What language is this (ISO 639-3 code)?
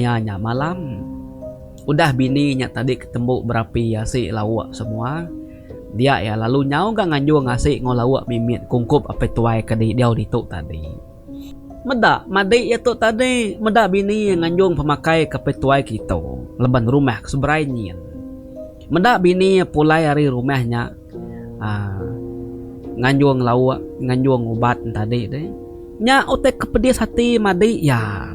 iba